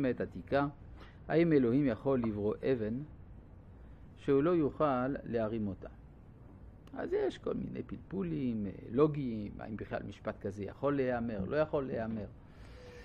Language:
Hebrew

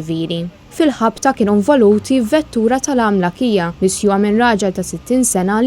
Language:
Maltese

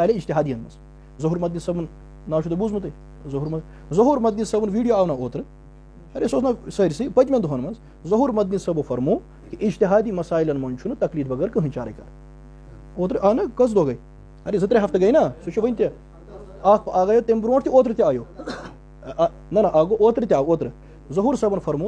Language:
Kashmiri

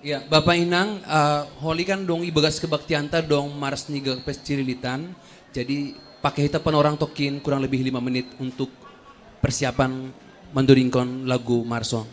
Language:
Batak Simalungun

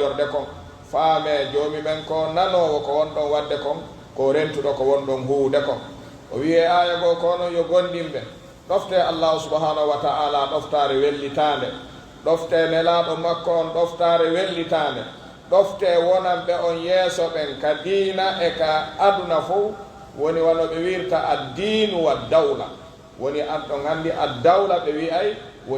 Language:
Pular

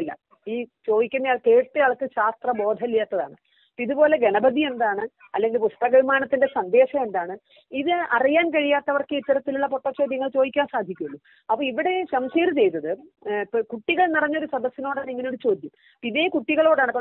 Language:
Malayalam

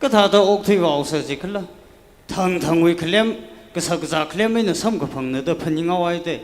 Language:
Tangkhul Naga (India)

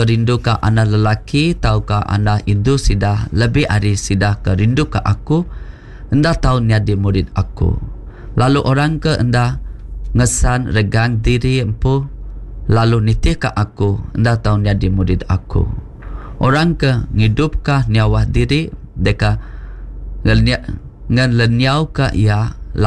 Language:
Iban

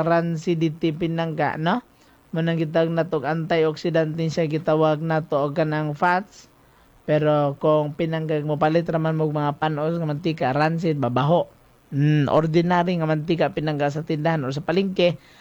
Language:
Cebuano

